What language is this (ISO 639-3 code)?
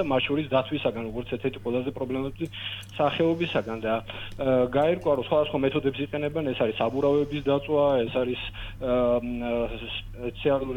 kat